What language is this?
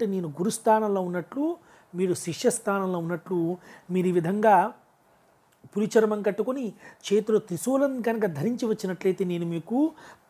Telugu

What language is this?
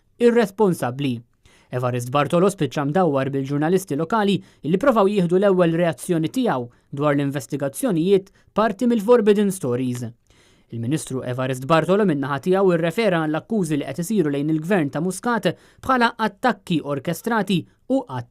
Maltese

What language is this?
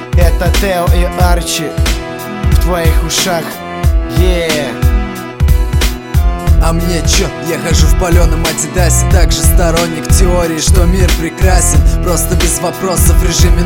Russian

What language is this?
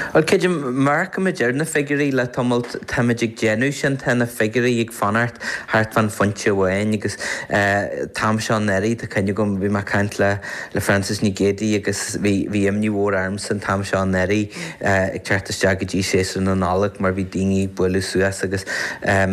Irish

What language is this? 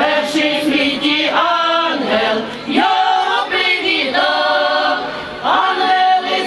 Ukrainian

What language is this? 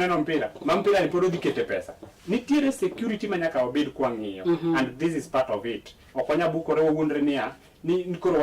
Luo (Kenya and Tanzania)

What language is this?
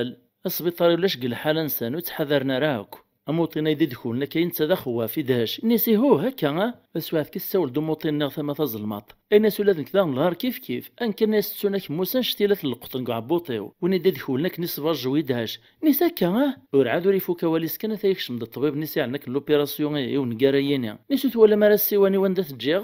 Kabyle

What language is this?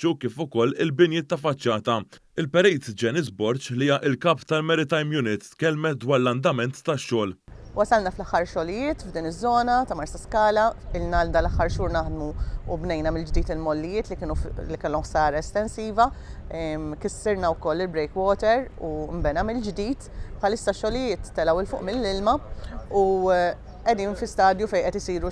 Maltese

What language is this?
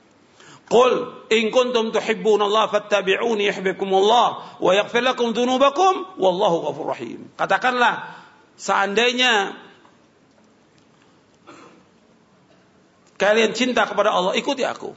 Indonesian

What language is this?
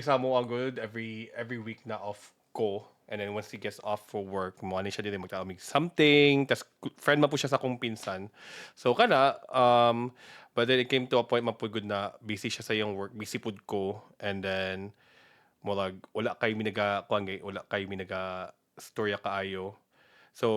Cebuano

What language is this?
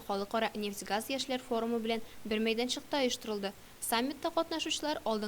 Tatar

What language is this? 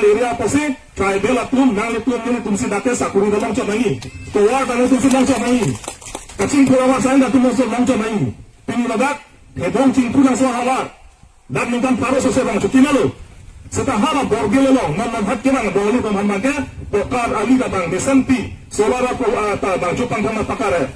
Karbi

